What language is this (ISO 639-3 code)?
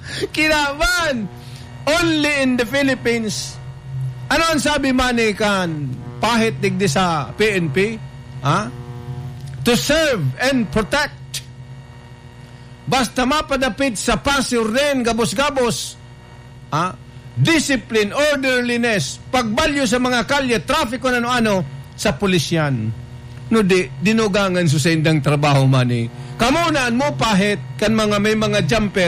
bik